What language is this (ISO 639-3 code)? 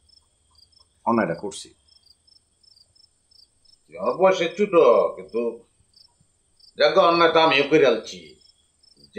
ben